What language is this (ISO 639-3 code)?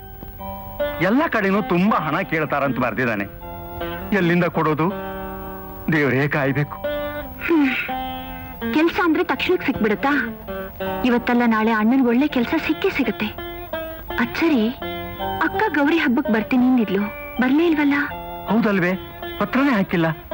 kan